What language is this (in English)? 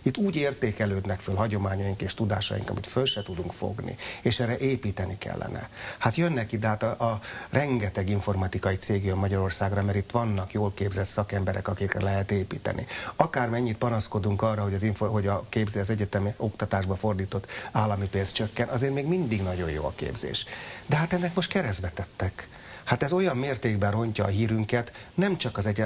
Hungarian